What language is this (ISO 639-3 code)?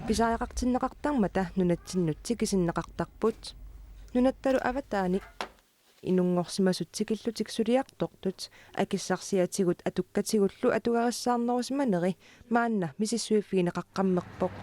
kal